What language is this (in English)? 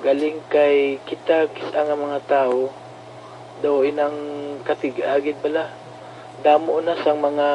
Hiligaynon